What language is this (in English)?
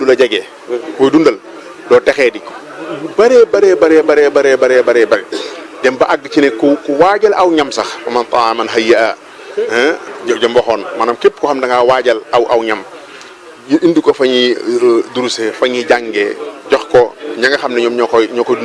Wolof